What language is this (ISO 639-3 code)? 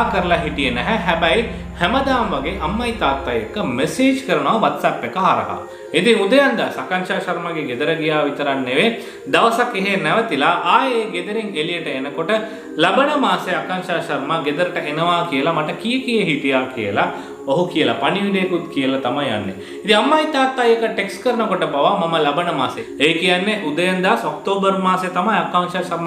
sin